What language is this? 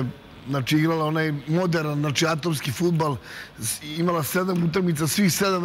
Serbian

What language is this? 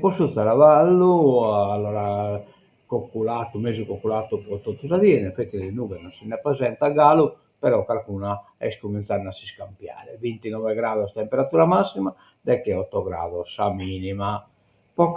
Sardinian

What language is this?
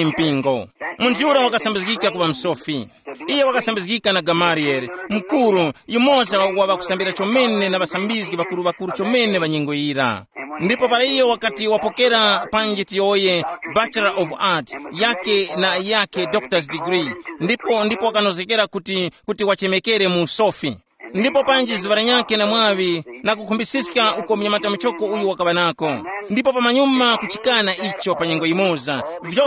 Tumbuka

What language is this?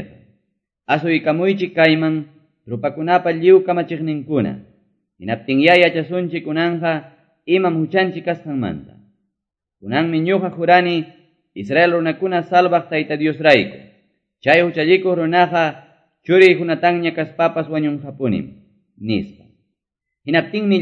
Quechua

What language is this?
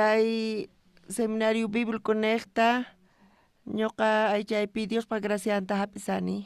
South Bolivian Quechua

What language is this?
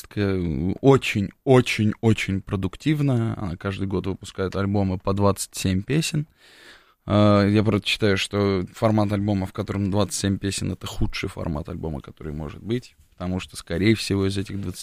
Russian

